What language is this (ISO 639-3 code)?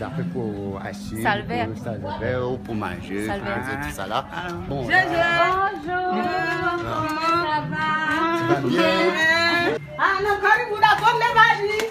rcf